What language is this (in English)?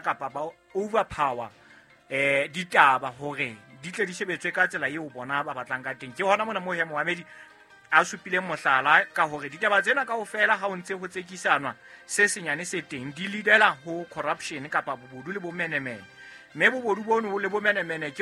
Southern Sotho